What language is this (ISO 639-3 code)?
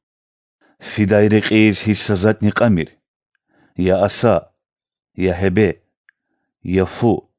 lez